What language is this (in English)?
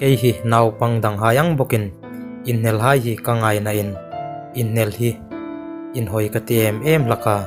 Hmar